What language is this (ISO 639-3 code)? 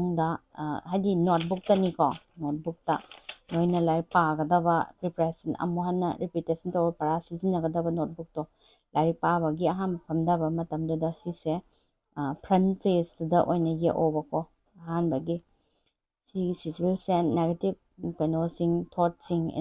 mni